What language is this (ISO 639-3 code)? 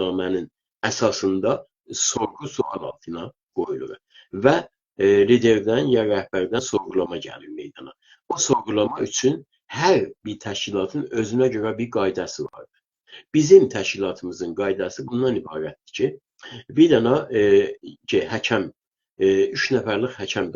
azb